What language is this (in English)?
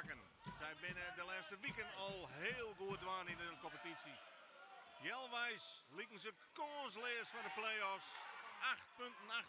Western Frisian